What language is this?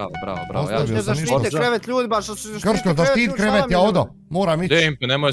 Bosnian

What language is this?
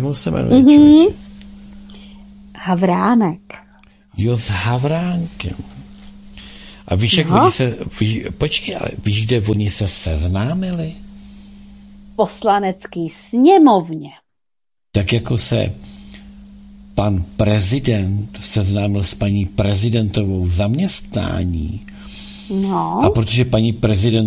Czech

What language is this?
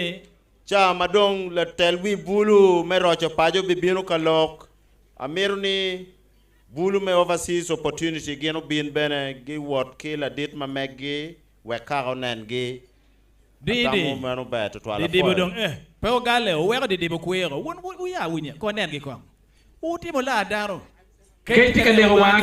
Acoli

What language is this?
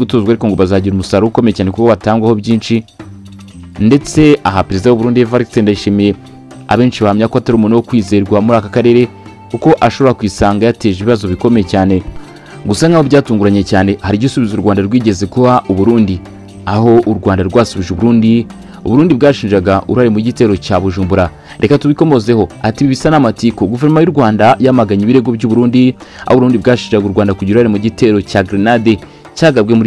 Kinyarwanda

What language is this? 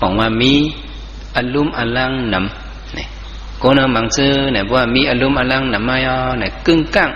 Shan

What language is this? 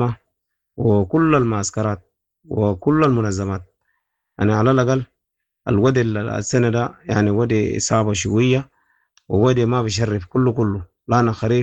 Sudanese Arabic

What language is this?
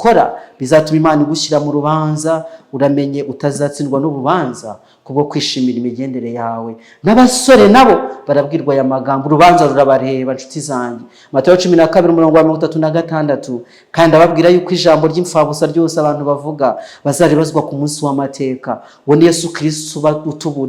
Kinyarwanda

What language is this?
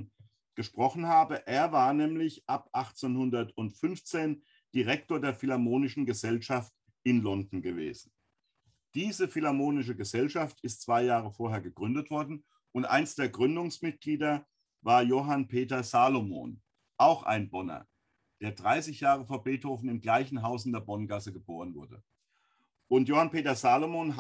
German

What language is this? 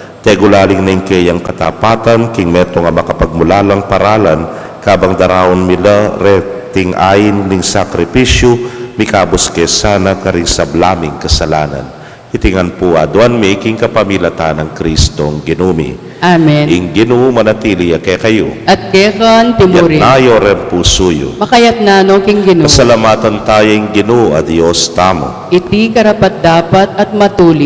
Pampanga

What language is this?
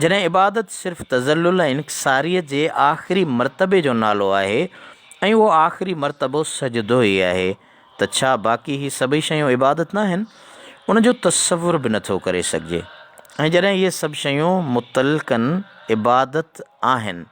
Sindhi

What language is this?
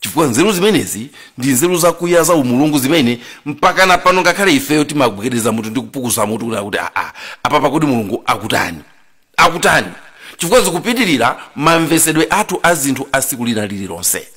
Nyanja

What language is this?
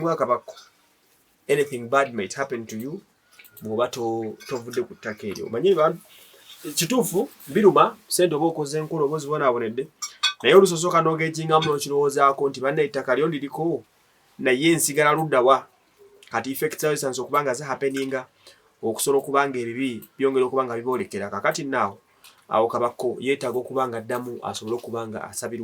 Ganda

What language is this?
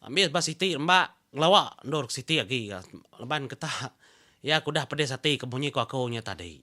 Iban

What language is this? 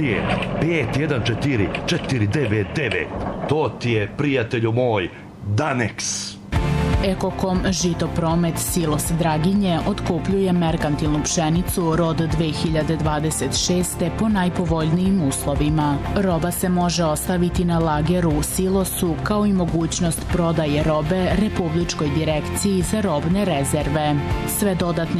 Serbian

